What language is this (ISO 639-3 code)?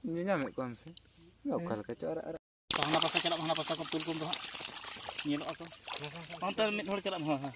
sat